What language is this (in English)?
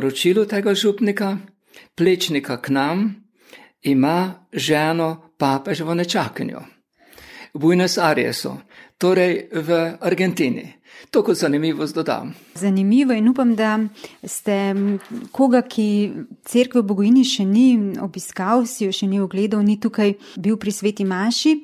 Slovenian